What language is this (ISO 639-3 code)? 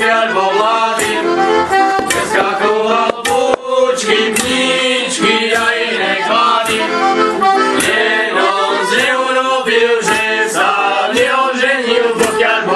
slk